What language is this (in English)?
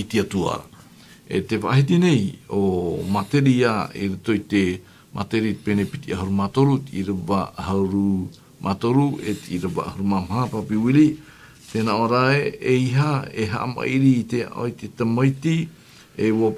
Tahitian